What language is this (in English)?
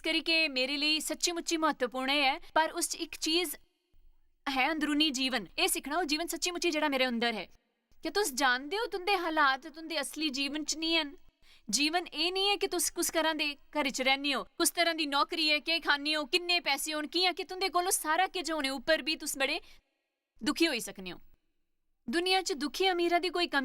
Dogri